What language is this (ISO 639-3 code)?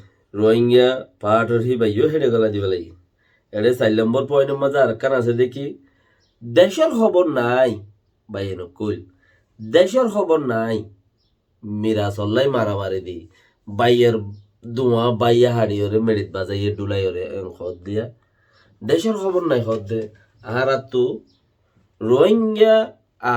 rhg